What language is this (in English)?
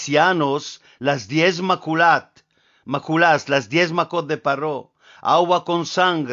Ladino